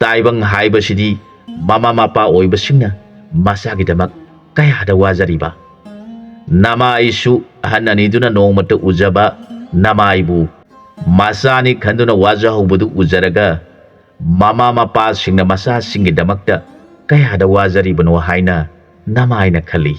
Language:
Manipuri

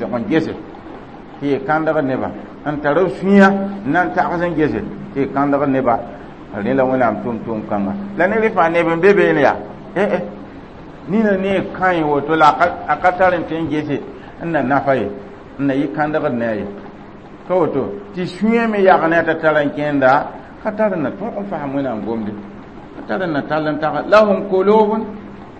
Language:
Mossi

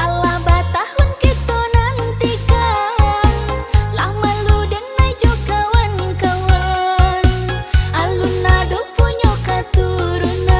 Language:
Minangkabau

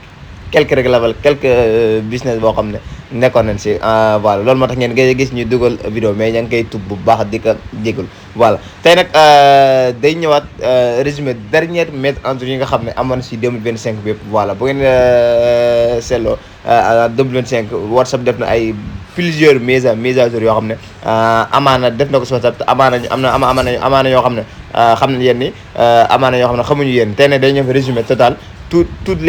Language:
Wolof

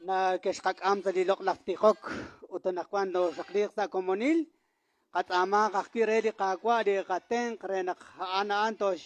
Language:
Kekchí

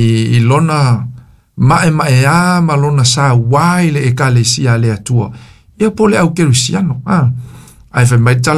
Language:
Samoan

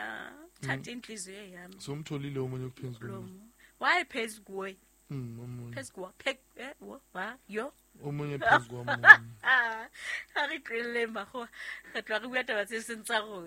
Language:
Southern Sotho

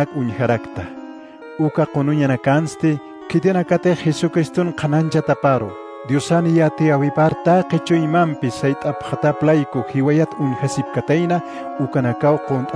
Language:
Aymara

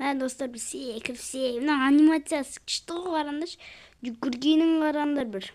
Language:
Kazakh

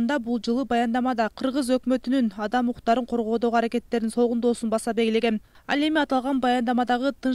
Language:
Kyrgyz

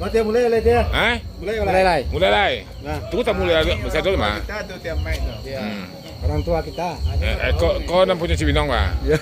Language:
Minangkabau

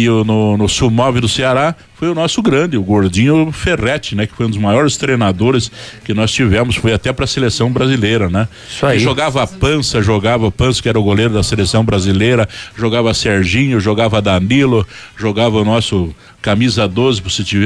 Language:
Portuguese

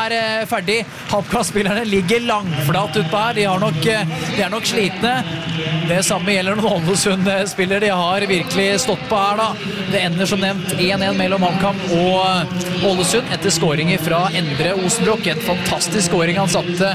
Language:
Norwegian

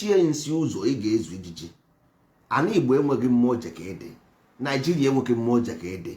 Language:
Igbo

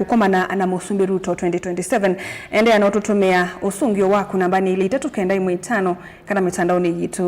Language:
Kamba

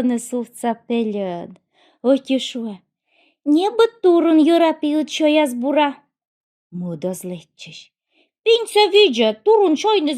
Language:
Komi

